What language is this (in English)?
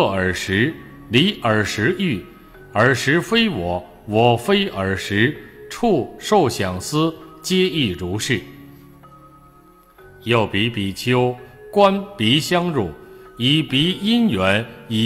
Chinese